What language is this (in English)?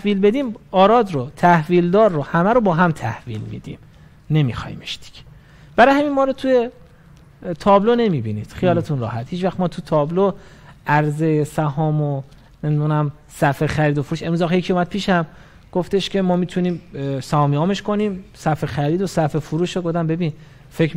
Persian